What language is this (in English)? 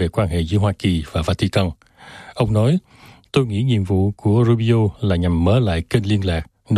Vietnamese